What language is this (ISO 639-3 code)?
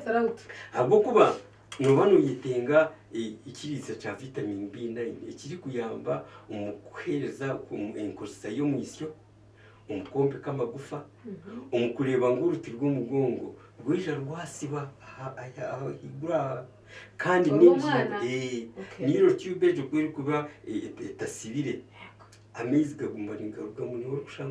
nyn